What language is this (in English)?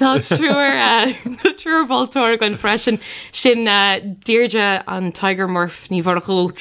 Irish